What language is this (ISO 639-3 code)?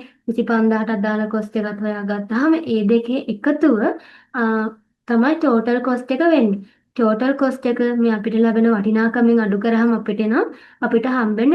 sin